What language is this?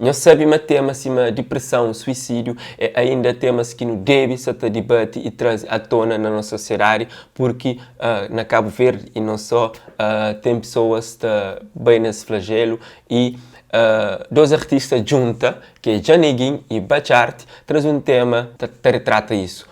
Kabuverdianu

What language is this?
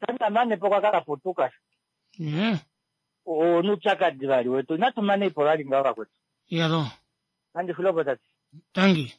Kuanyama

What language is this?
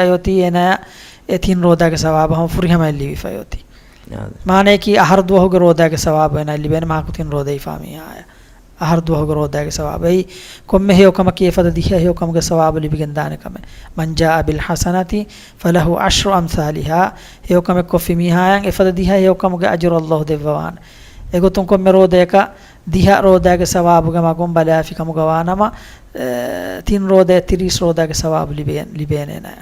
Divehi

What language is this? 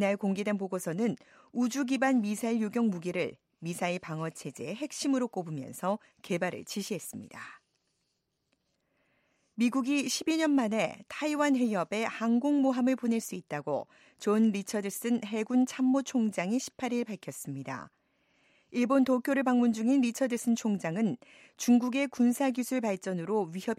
Korean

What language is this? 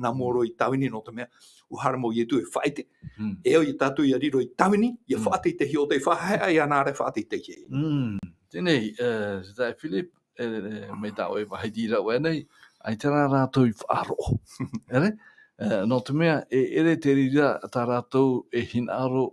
Tahitian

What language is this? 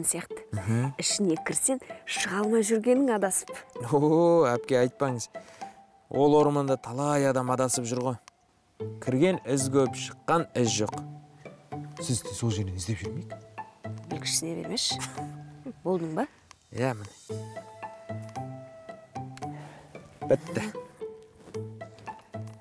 Kazakh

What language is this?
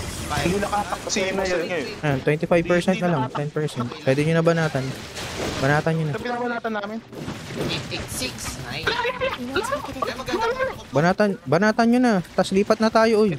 Filipino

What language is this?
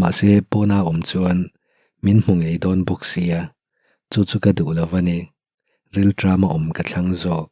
Mizo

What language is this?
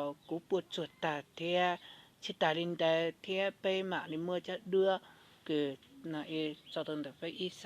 Hmong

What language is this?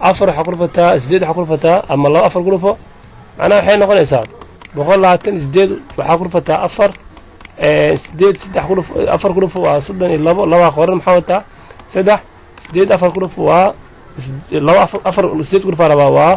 Somali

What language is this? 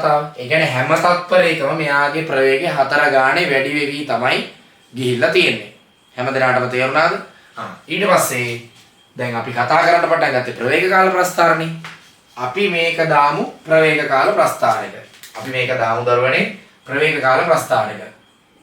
Sinhala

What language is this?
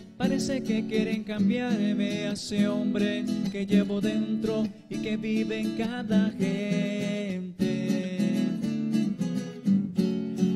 Spanish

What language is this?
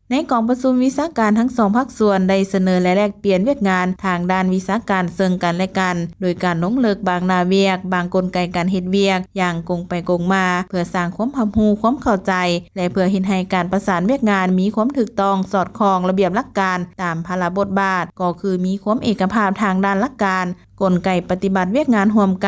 Lao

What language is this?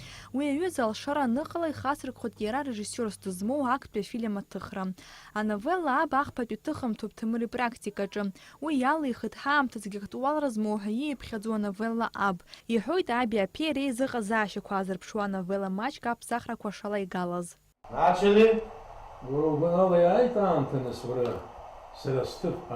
Abkhazian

